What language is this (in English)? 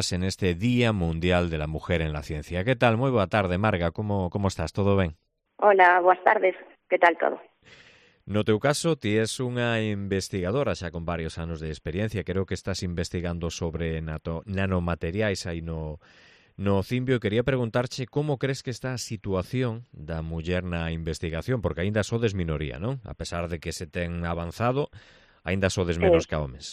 Galician